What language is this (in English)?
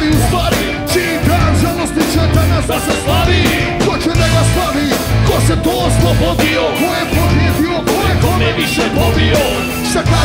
Serbian